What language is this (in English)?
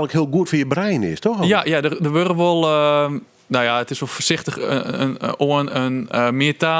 Western Frisian